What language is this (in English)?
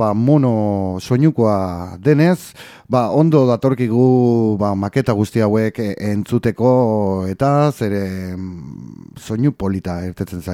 Basque